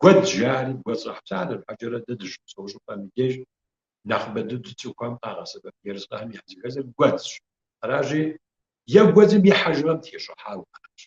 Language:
Kabardian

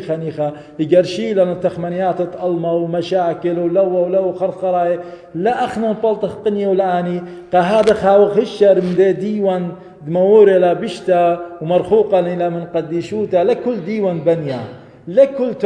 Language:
Assyrian Neo-Aramaic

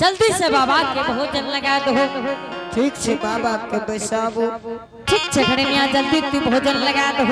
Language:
Angika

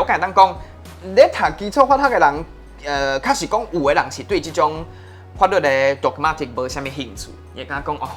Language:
Min Nan Chinese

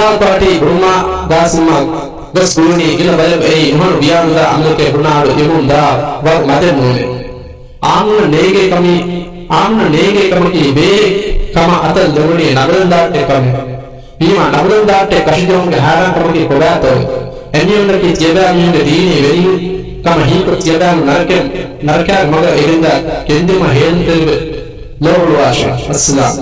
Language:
Divehi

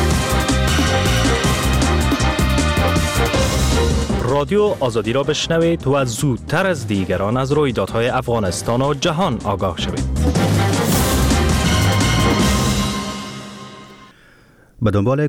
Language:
Persian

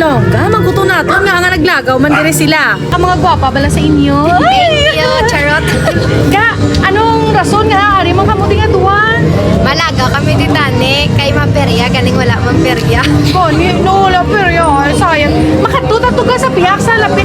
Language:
Hiligaynon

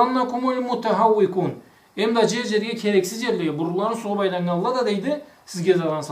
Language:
Karachay-Balkar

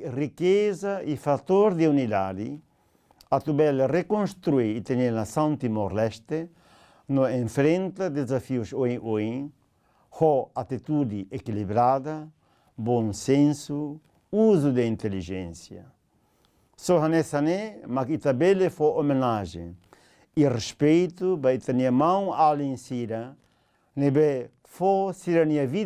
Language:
Tetum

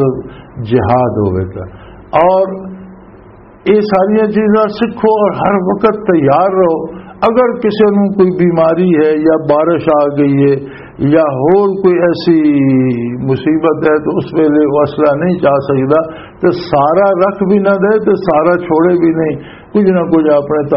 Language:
Western Panjabi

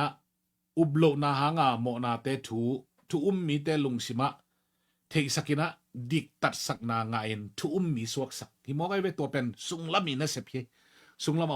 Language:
Tedim Chin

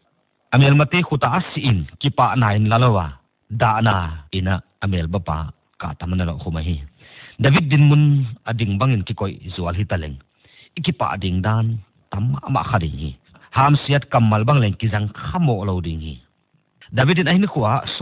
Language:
Paite Chin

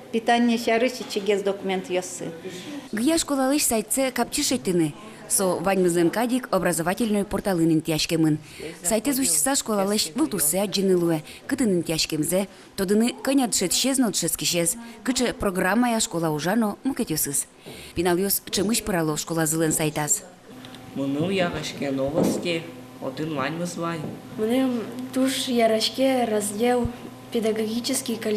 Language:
Udmurt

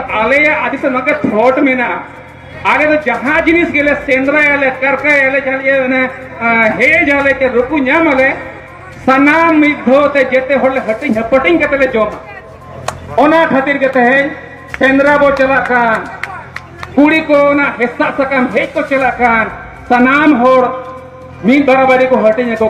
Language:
Santali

